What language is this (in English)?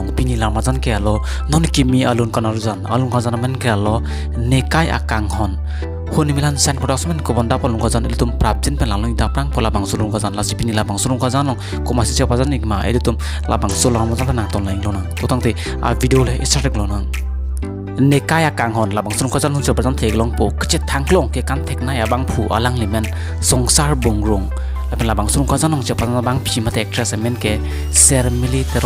Karbi